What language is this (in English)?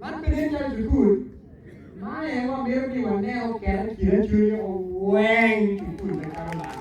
Acoli